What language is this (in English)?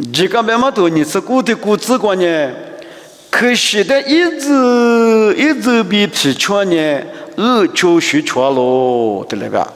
Lisu